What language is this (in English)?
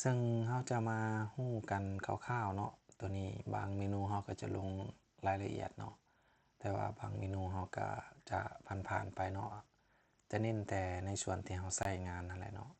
Lao